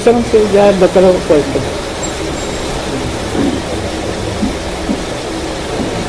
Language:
Odia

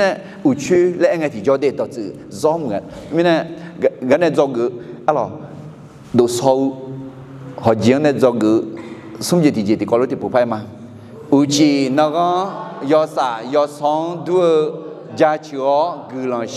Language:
Akha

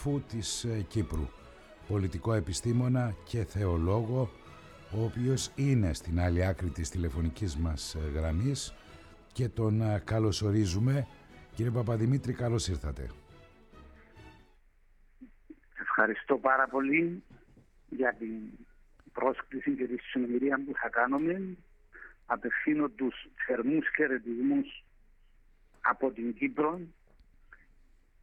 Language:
Greek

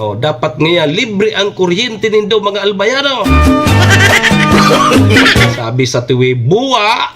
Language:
Bikol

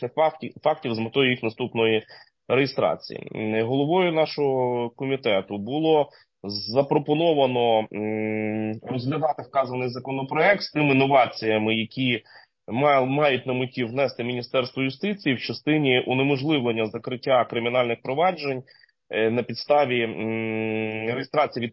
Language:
Ukrainian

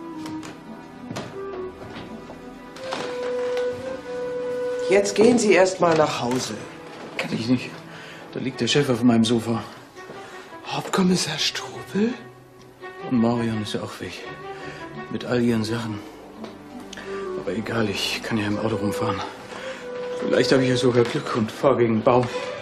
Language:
German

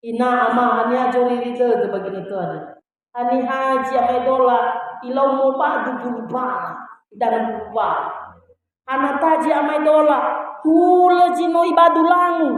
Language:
Nias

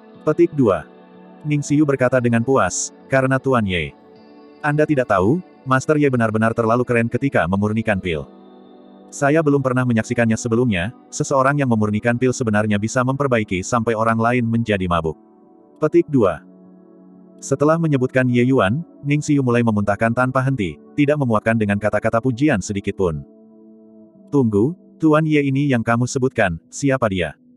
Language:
Indonesian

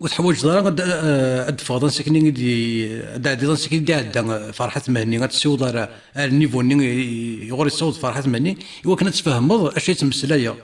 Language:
Kabyle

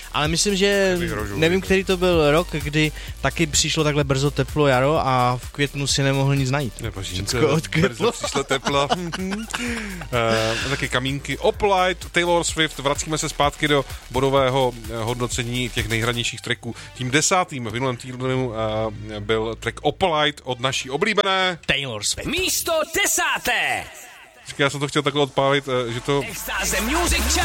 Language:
Czech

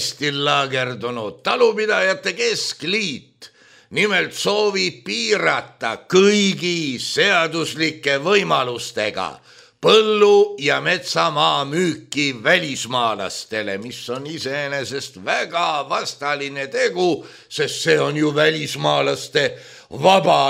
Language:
Estonian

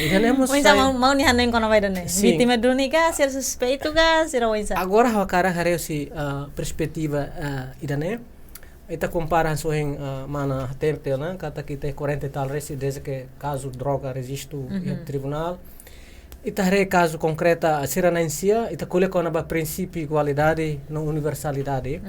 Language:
Tetum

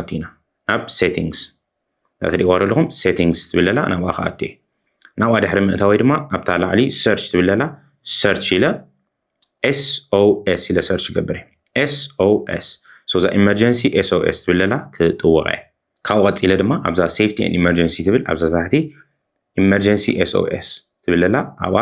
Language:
Tigrinya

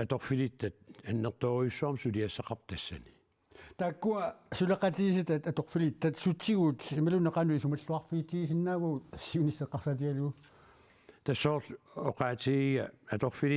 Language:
Kalaallisut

